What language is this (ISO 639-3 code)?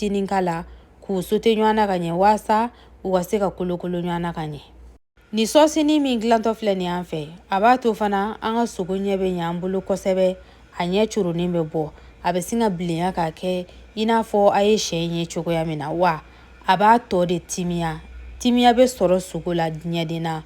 bam